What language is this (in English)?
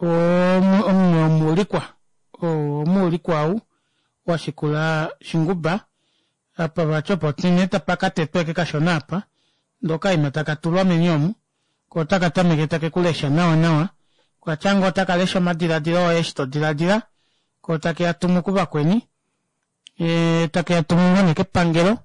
Kuanyama